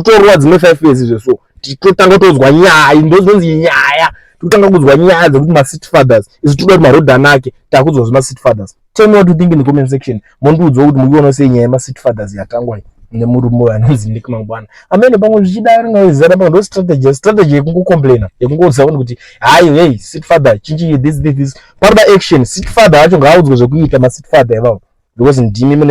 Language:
Shona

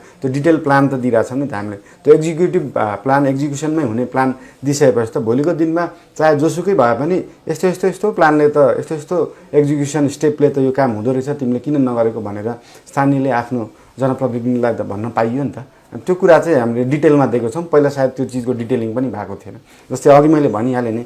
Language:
Nepali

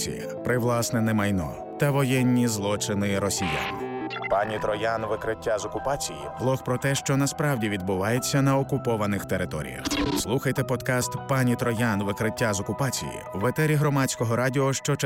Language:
Ukrainian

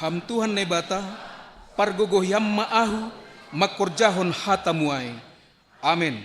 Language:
Batak Simalungun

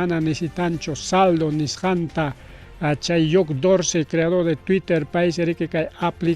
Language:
Ayacucho Quechua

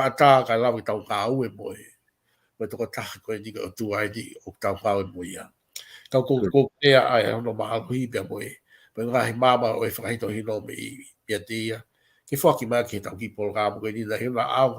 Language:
Tongan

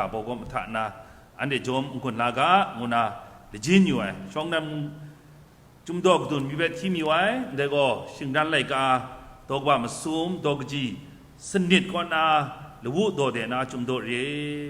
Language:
Kachin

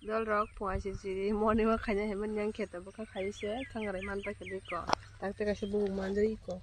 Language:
Kok Borok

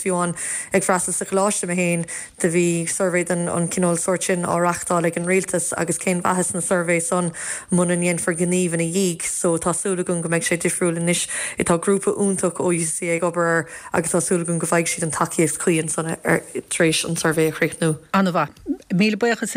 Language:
Irish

